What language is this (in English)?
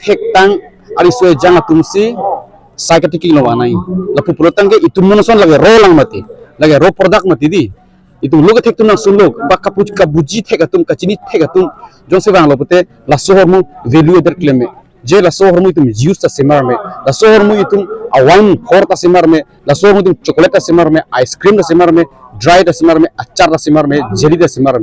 Karbi